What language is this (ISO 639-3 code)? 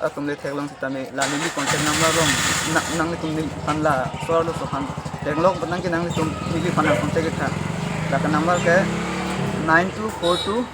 mjw